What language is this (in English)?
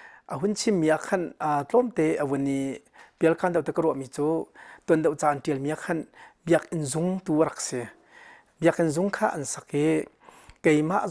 Hakha Chin